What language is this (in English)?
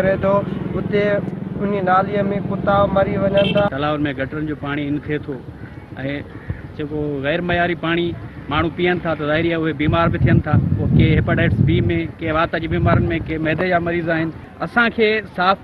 Sindhi